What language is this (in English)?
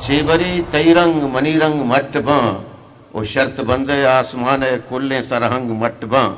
Eastern Balochi